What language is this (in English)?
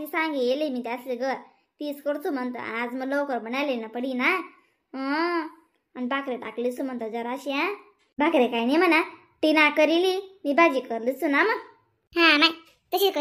Khandesi